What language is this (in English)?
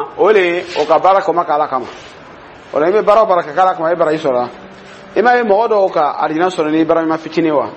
Dyula